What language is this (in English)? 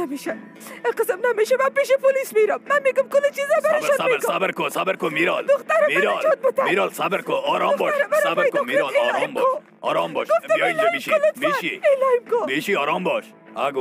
Persian